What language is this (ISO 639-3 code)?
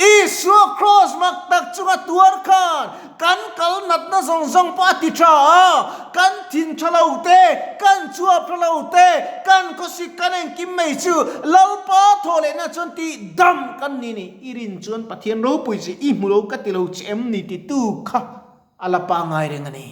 lus